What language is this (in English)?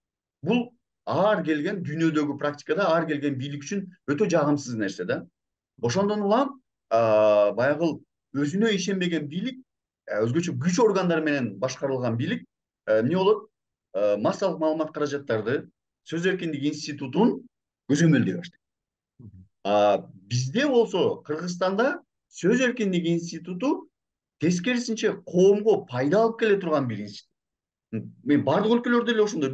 Kyrgyz